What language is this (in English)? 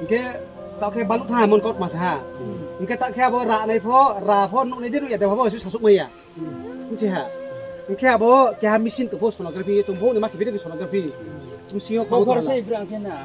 Riang (India)